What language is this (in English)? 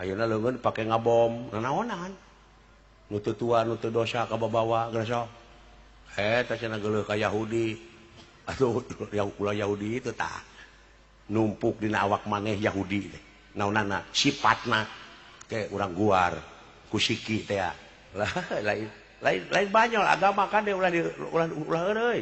Sundanese